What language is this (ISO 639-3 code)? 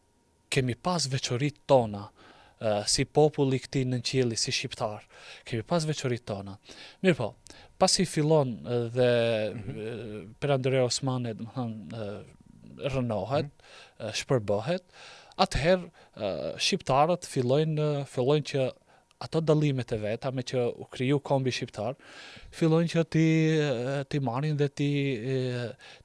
sqi